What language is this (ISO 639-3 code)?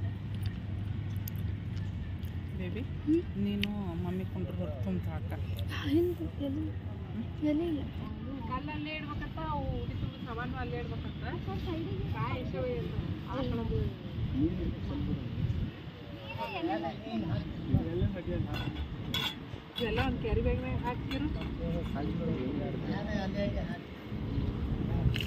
kan